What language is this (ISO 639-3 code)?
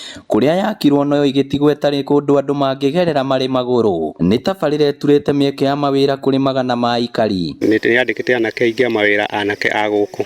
kik